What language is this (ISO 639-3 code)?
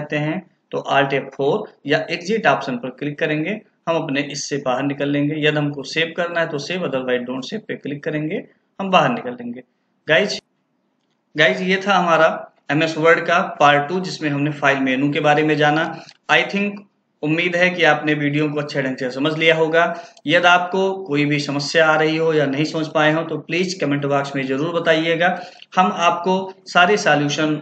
hin